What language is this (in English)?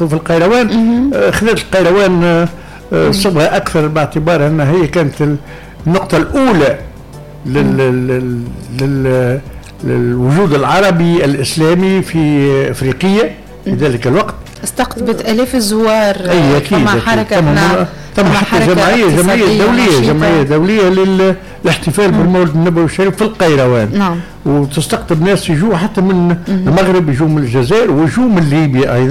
Tunisian Arabic